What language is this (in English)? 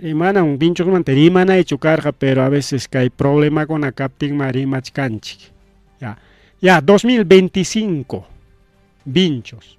Ayacucho Quechua